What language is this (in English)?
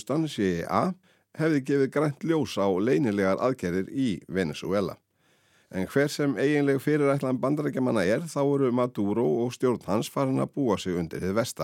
Icelandic